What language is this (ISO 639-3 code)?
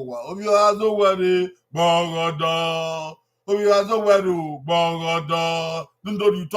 bin